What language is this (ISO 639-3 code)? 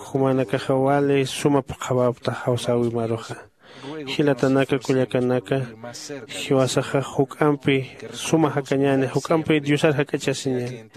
aym